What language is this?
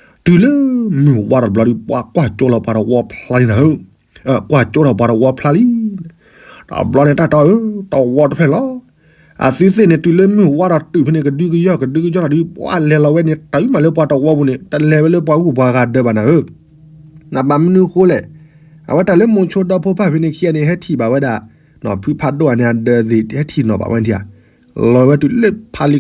S'gaw Karen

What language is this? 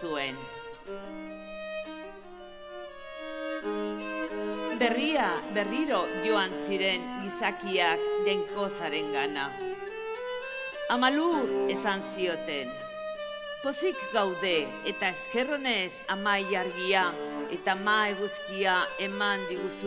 Basque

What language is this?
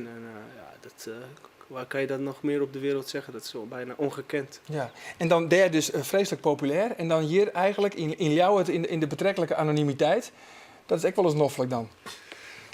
Western Frisian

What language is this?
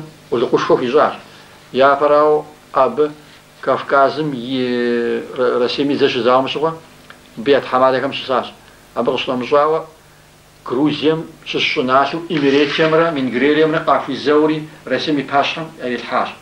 Kabardian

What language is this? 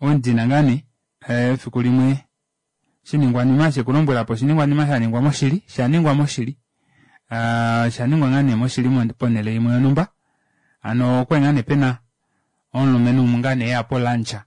Kuanyama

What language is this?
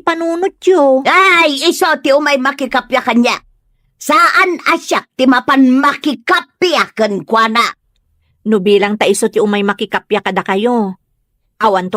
Iloko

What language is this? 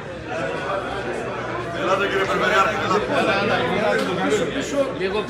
Greek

